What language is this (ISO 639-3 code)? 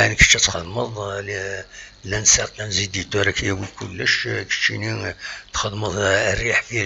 kab